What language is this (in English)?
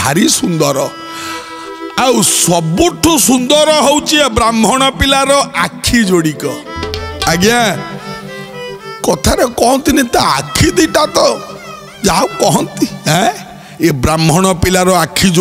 Odia